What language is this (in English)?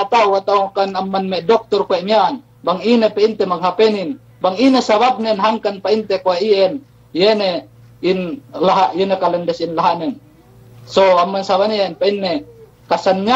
Yakan